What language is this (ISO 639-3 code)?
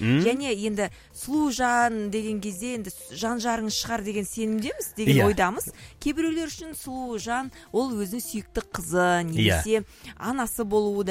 kaz